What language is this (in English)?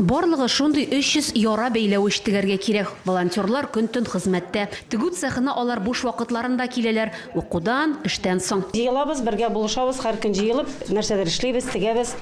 Tatar